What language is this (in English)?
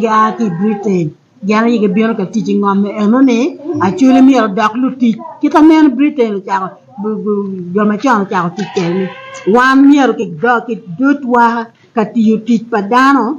Acoli